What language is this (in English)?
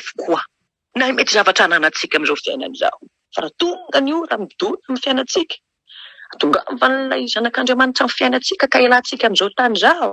Malagasy